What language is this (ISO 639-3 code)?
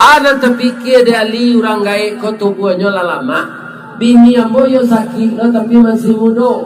min